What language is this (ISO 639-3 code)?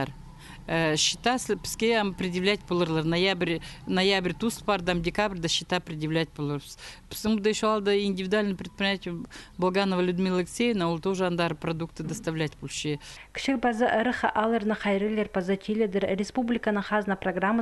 kjh